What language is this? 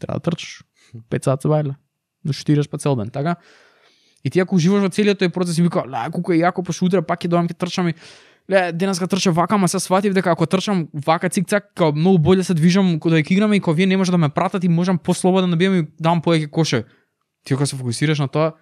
Macedonian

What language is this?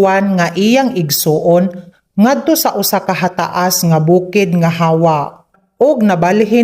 Cebuano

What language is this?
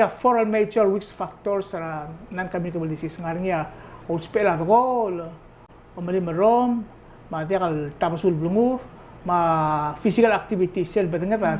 Palauan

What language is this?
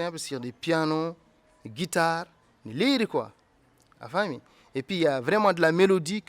Fula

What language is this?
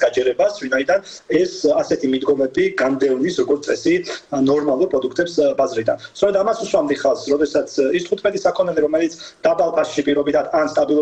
Georgian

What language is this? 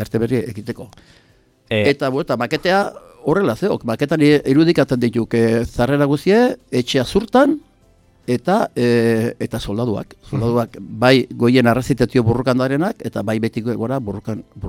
Basque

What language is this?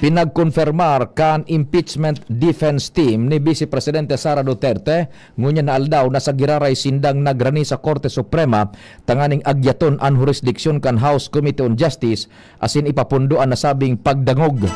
Bikol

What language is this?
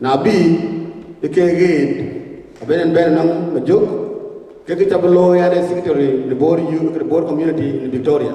Dinka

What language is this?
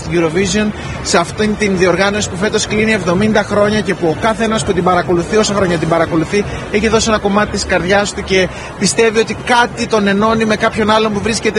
Greek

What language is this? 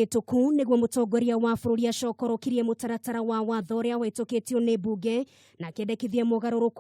Kikuyu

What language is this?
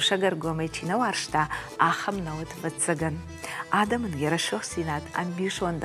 Ossetic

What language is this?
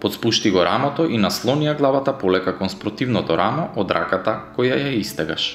Macedonian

